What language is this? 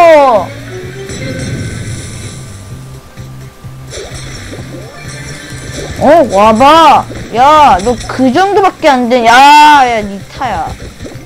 Korean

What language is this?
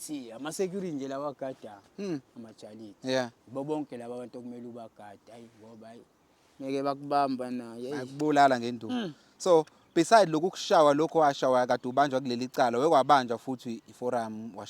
Zulu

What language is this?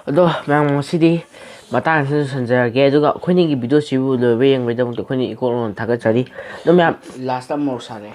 Manipuri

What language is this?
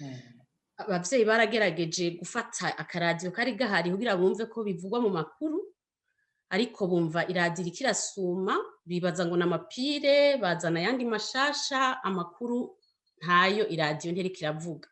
Rundi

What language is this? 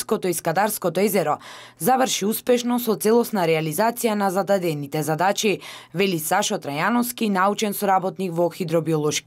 Macedonian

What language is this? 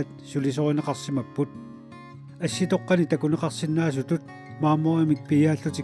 Kalaallisut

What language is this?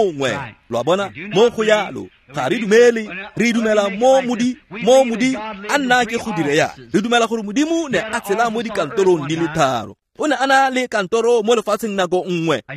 Tswana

